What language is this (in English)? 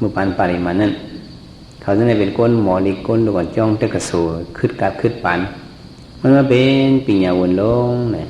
Shan